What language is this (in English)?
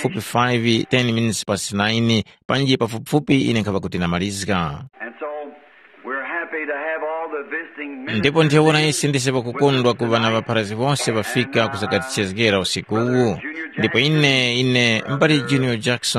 Tumbuka